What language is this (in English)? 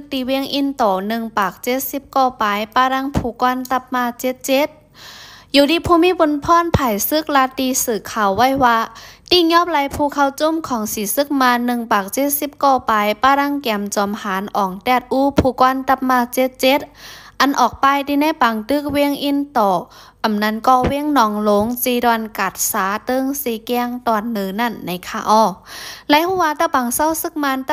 Shan